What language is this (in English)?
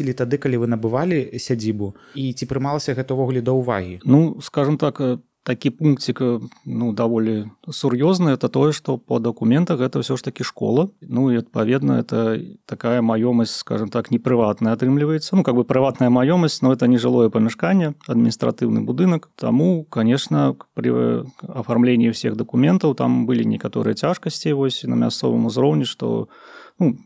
Belarusian